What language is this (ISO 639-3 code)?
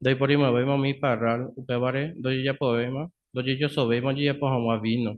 grn